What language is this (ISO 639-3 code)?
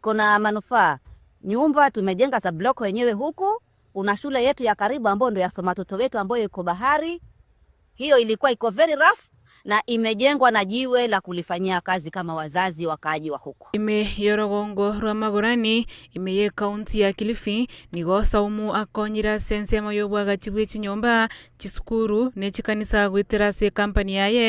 guz